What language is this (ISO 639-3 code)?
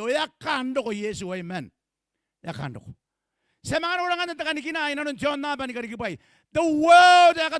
gil